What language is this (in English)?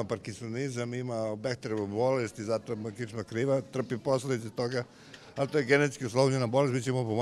Serbian